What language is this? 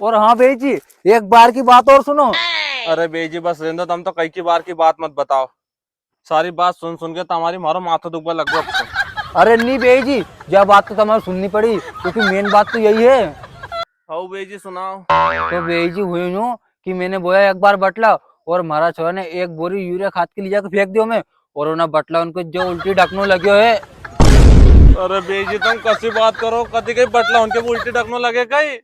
Rajasthani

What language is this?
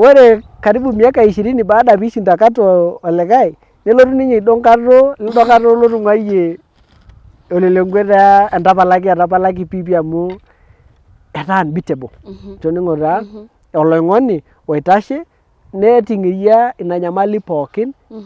Masai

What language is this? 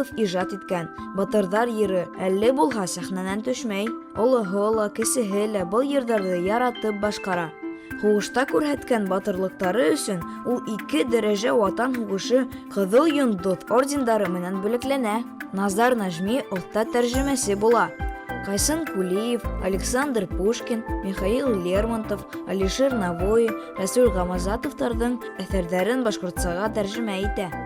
Bashkir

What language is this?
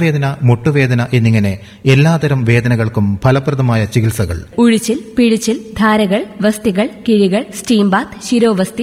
Malayalam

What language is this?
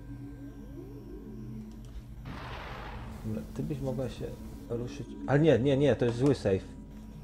Polish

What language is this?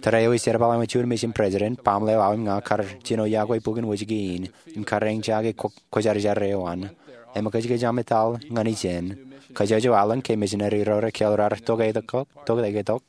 Marshallese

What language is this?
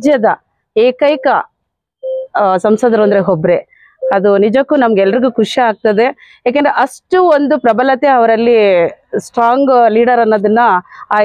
Kannada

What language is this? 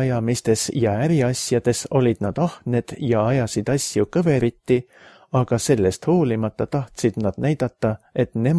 Estonian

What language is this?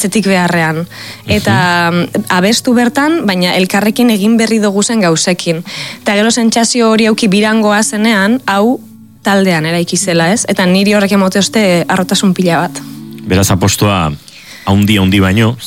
Basque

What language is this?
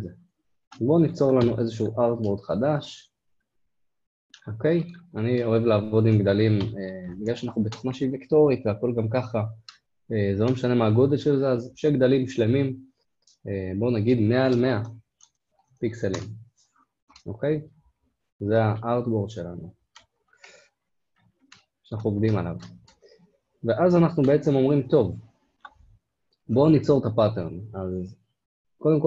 Hebrew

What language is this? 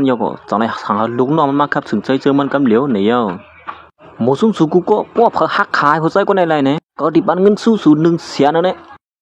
Shan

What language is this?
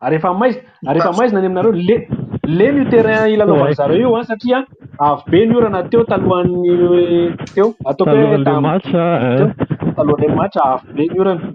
Malagasy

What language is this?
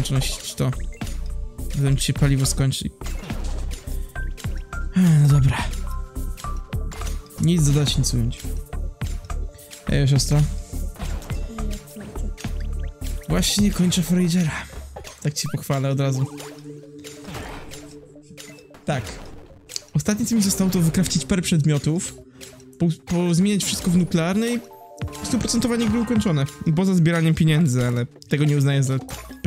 Polish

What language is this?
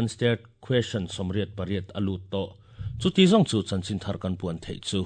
Mizo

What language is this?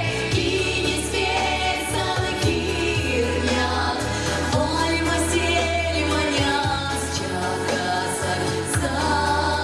Erzya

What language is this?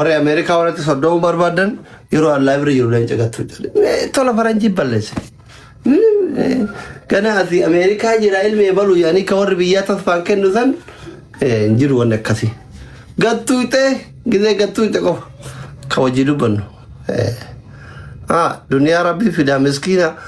Oromo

